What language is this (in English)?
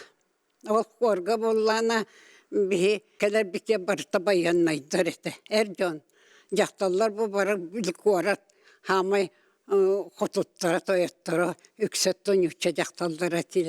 Yakut